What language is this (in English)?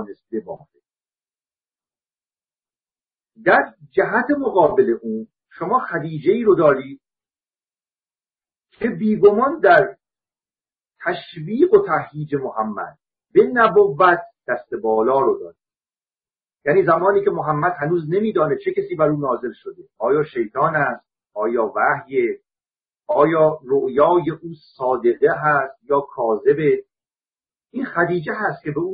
Persian